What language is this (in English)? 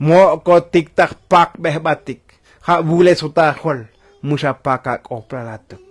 Tzotzil